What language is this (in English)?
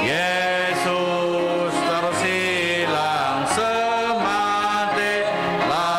Batak Karo